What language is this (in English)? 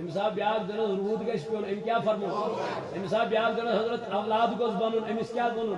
Kashmiri